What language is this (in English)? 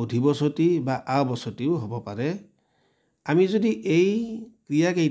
Assamese